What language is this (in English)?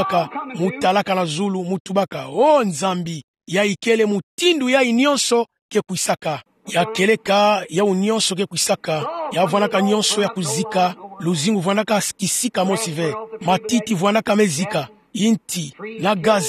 Kituba (Democratic Republic of Congo)